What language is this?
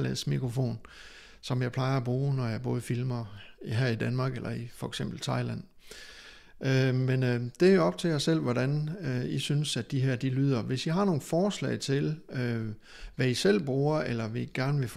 Danish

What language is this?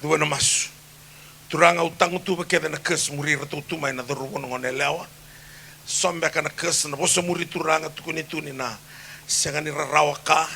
Fijian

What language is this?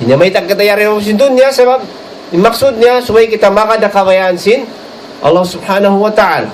Tausug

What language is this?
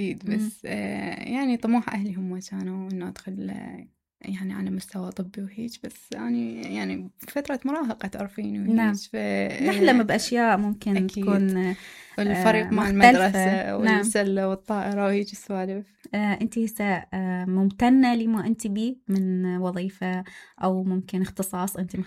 Mesopotamian Arabic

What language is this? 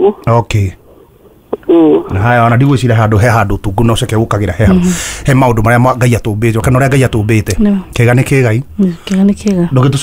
Kikuyu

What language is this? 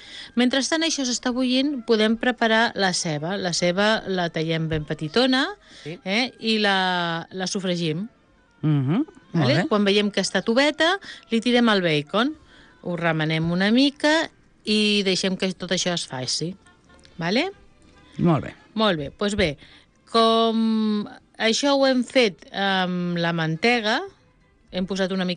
Catalan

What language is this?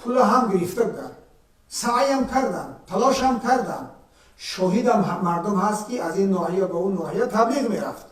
Tajik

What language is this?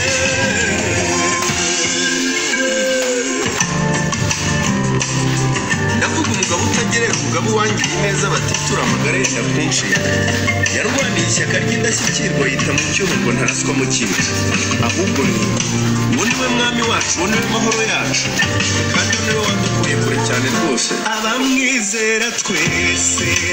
Kinyarwanda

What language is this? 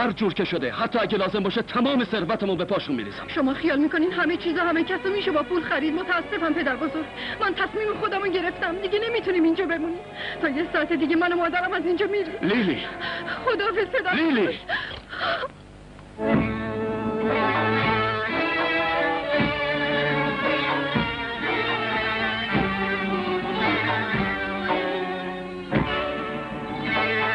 Persian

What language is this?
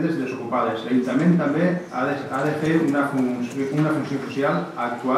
Catalan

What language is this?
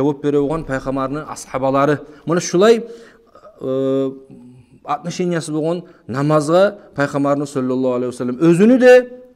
Kumyk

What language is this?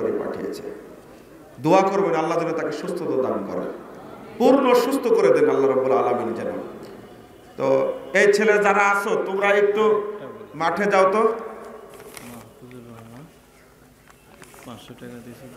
Bangla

